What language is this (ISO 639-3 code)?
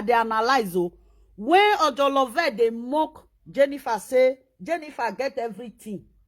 pcm